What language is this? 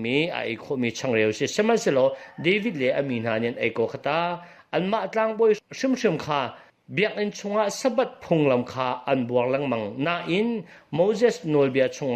Hakha Chin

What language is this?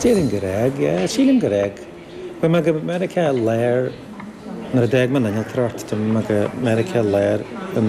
Irish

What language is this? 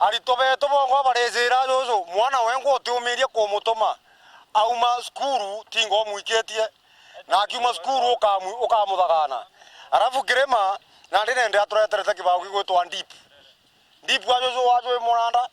Meru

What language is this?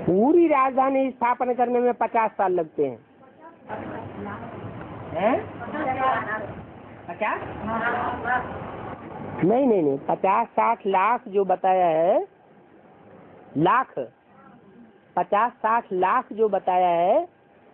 Hindi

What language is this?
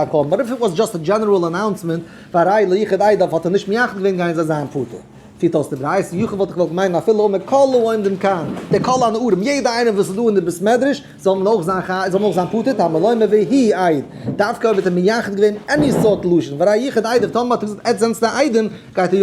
Yiddish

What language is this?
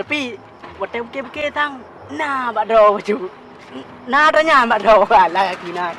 Achinese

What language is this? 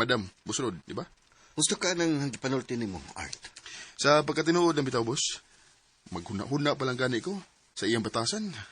Cebuano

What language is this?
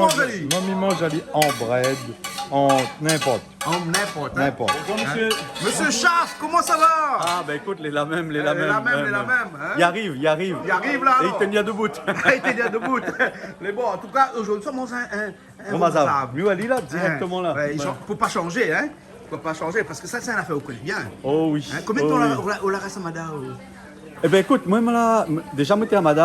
Réunion Creole French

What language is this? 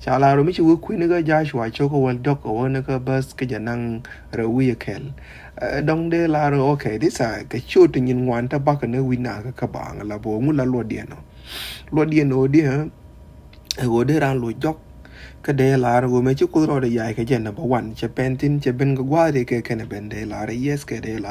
Nuer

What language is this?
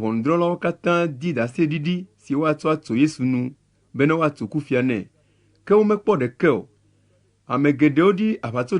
Ewe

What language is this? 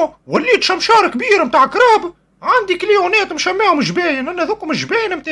Tunisian Arabic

